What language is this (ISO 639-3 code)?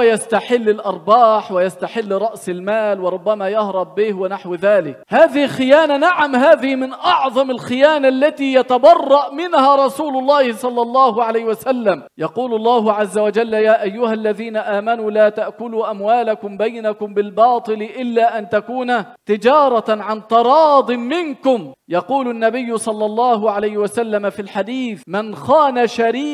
ara